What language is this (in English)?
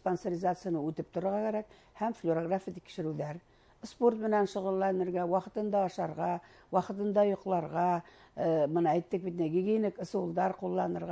Bashkir